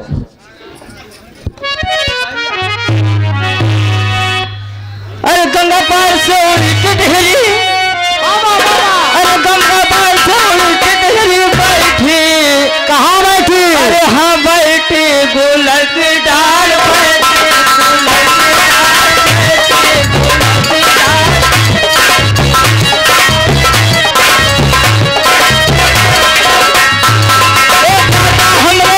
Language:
Bhojpuri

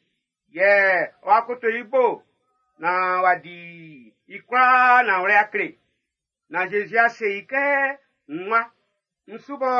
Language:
Baoulé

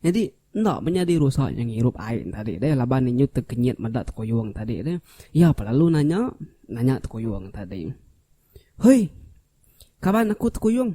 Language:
Iban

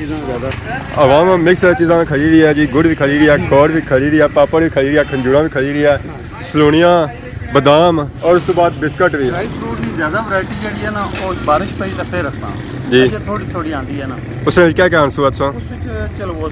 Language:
Pahari-Potwari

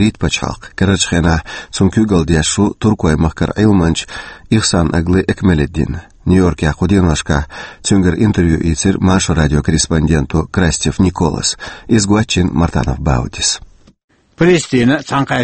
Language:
Chechen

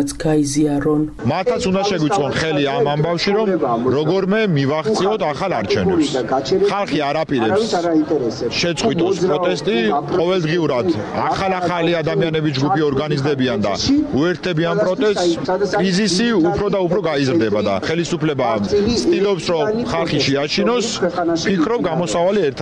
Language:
Georgian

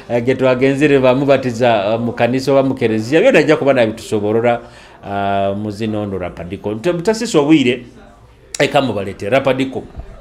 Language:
Nyoro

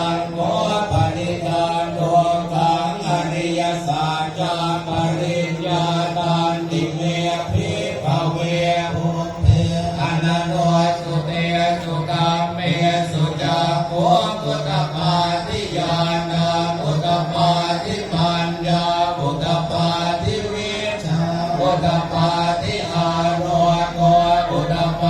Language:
Pali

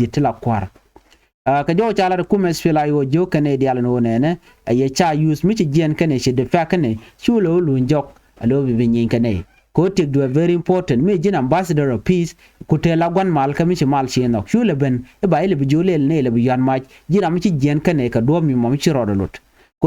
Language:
Nuer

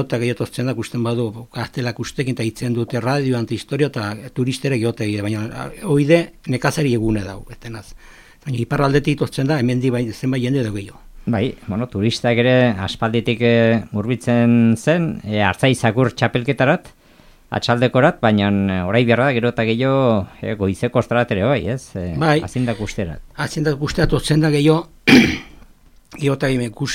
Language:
Basque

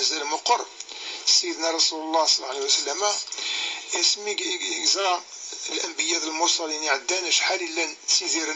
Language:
Kabyle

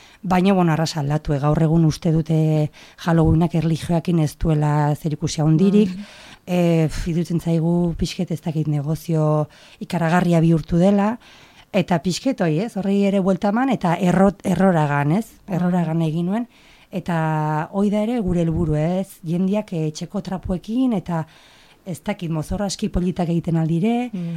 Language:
Basque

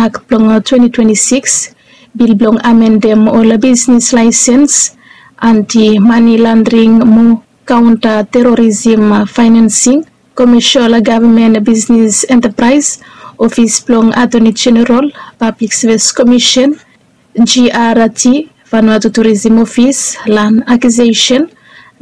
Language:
Bislama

